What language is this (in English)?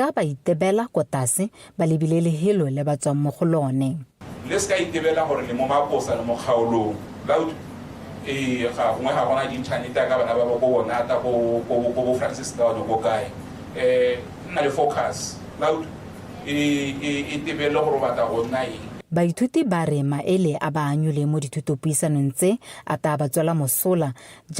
Tswana